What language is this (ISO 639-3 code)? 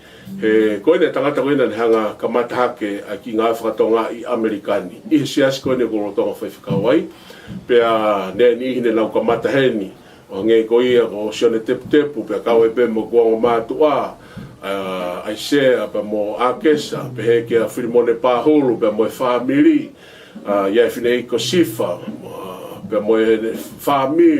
ton